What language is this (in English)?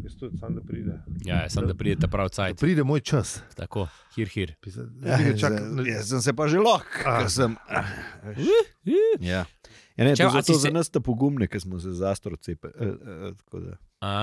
Slovenian